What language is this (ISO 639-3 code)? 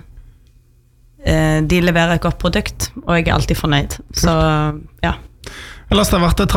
nor